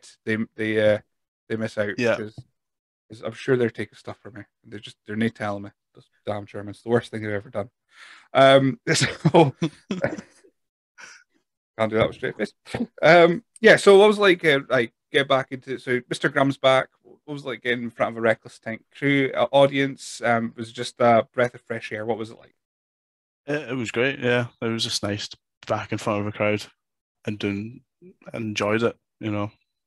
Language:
English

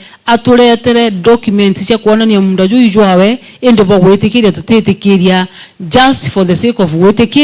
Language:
Meru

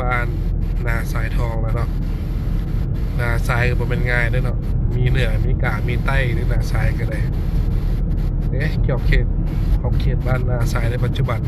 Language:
Lao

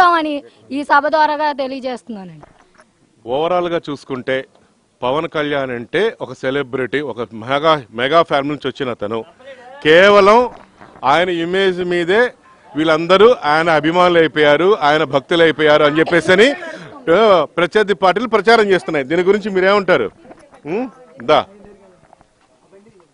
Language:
Telugu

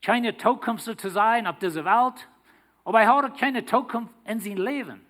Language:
Plautdietsch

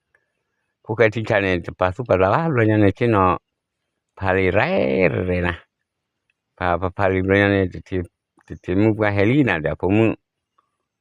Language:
S'gaw Karen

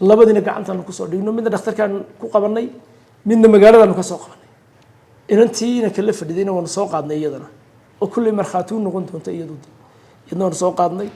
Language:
Somali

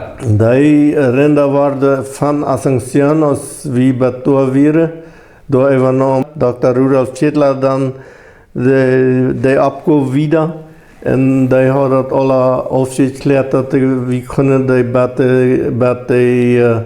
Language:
Plautdietsch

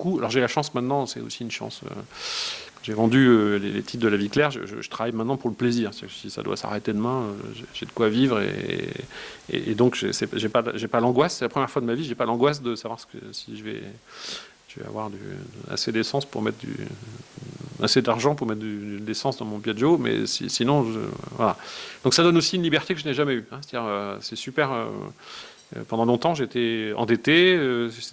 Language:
French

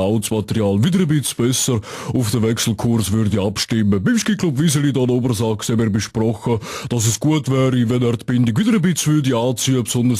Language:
Swiss German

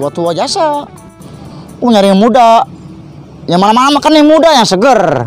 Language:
Betawi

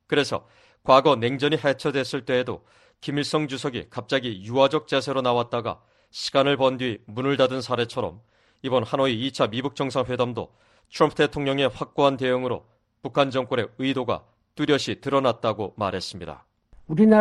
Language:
Korean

